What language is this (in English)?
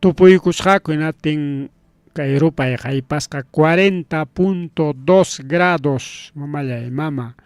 Ayacucho Quechua